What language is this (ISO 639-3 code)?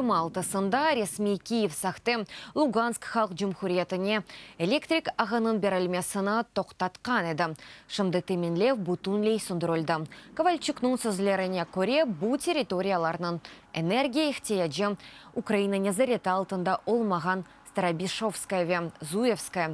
crh